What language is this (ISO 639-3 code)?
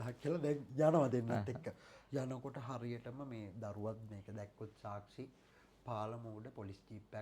sin